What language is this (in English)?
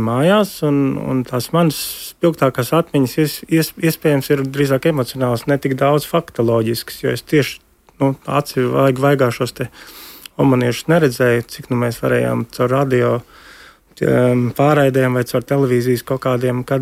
Latvian